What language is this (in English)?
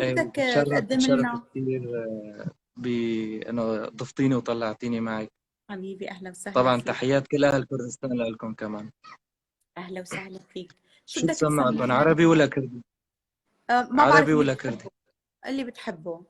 North Levantine Arabic